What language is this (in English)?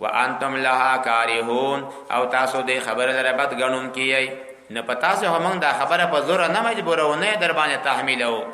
Pashto